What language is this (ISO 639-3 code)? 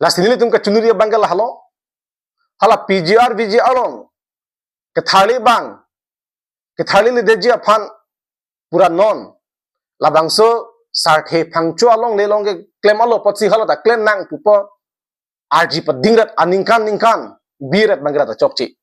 mjw